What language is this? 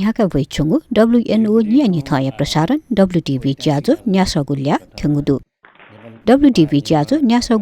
Newari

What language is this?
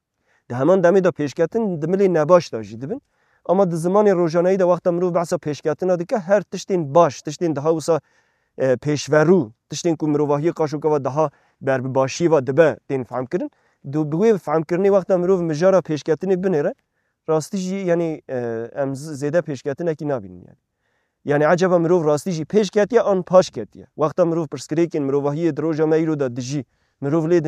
Kurdish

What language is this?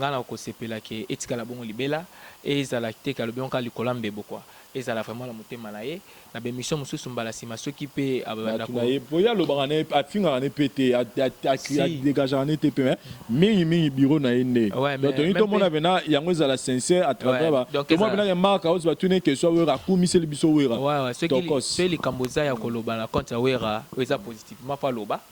Lingala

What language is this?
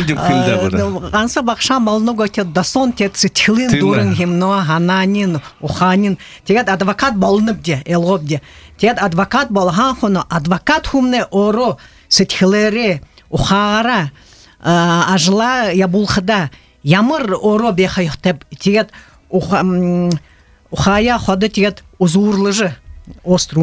Buriat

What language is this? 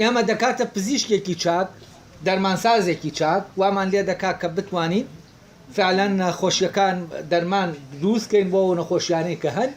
Central Kurdish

